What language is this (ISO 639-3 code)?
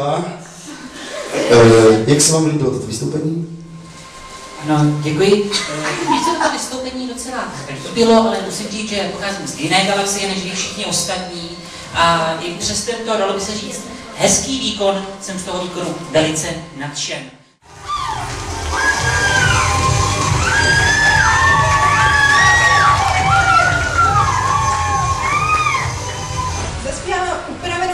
ces